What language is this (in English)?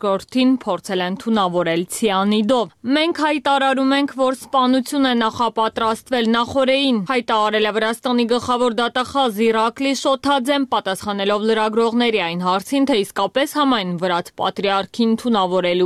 Armenian